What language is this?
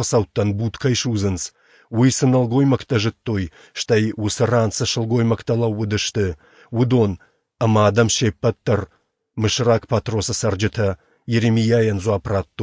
Ossetic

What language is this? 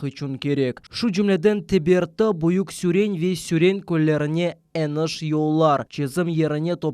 Crimean Tatar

